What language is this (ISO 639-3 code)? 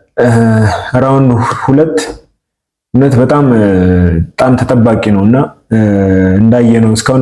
amh